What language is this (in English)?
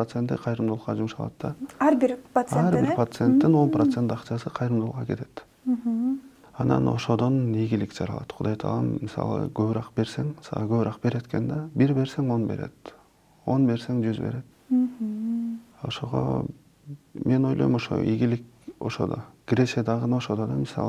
Kyrgyz